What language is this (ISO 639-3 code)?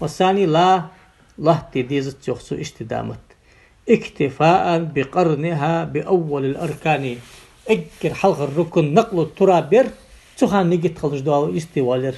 inh